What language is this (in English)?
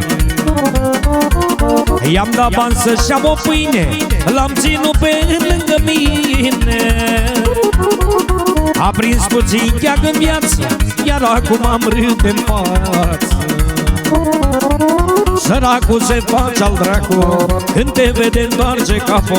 Romanian